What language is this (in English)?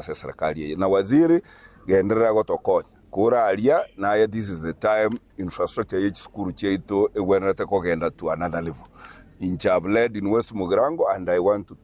Gusii